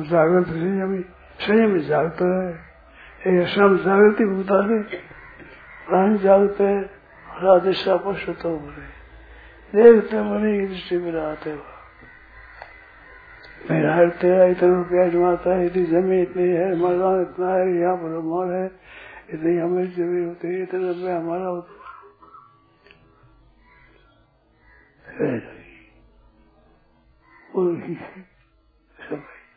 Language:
Hindi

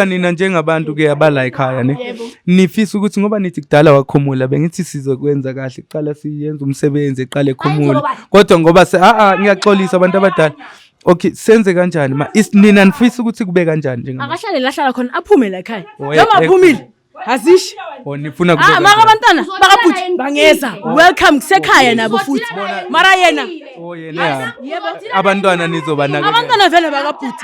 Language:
Zulu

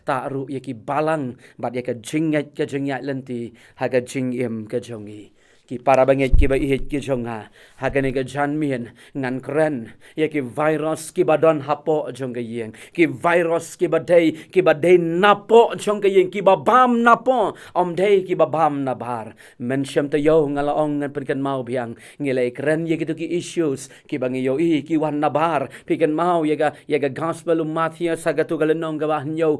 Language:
Khasi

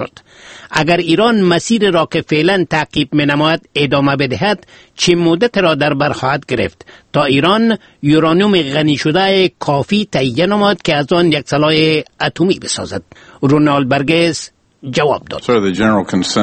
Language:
Persian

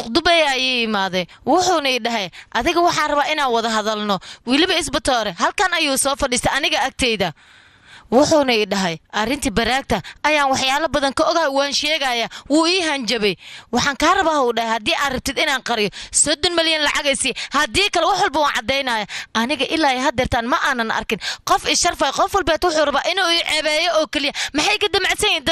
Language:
Somali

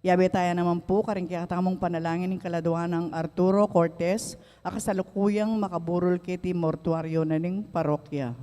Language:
Pampanga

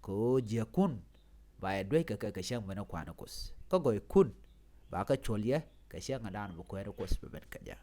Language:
Nuer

